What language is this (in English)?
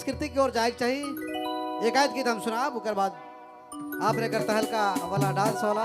Sadri